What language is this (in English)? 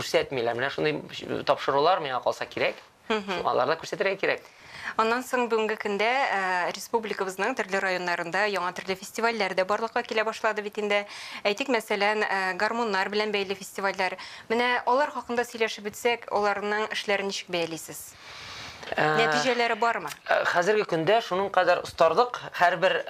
Tatar